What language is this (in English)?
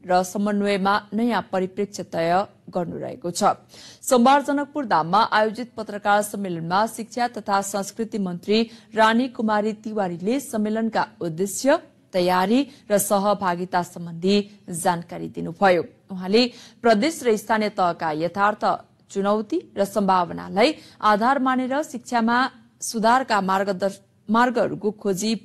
Nepali